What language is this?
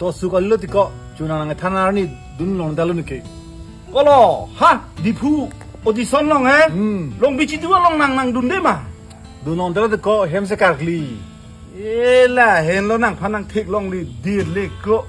Karbi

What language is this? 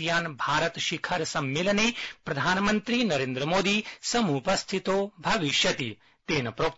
Sanskrit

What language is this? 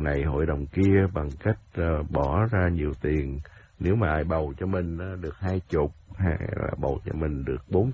Vietnamese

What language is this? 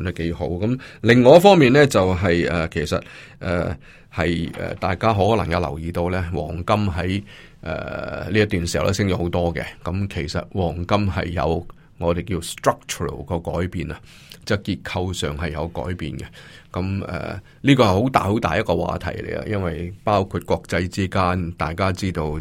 Cantonese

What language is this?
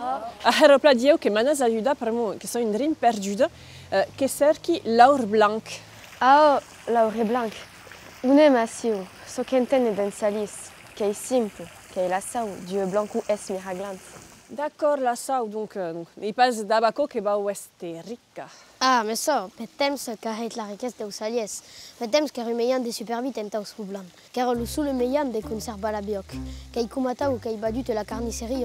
Occitan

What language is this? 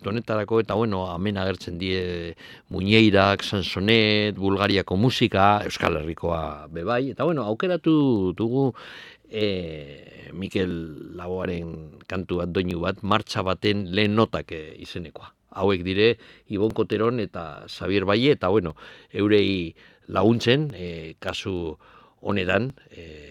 Basque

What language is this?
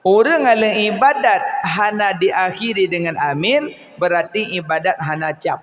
Achinese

